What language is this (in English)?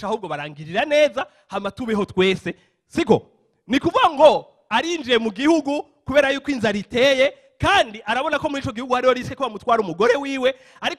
Rundi